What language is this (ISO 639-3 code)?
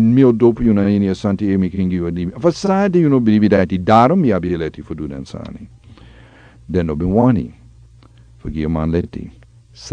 srn